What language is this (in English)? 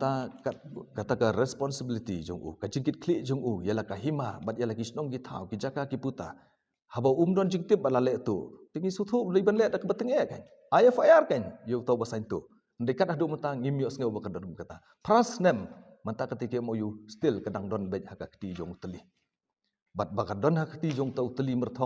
Khasi